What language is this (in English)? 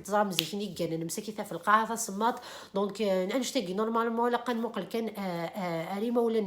Kabyle